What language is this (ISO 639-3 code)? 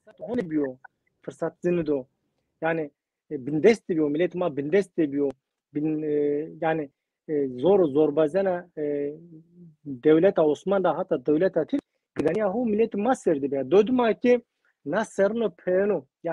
zza